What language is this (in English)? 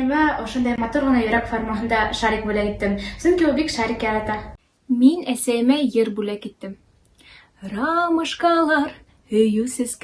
Bashkir